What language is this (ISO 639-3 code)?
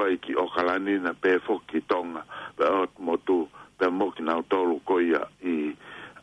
ton